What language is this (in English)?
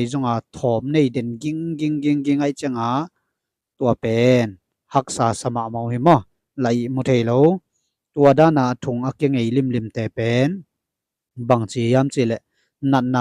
Tedim Chin